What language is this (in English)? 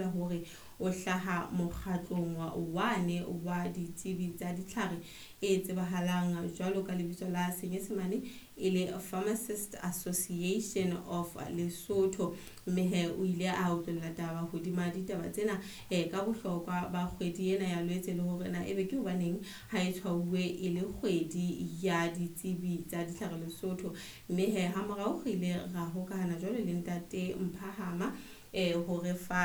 Southern Sotho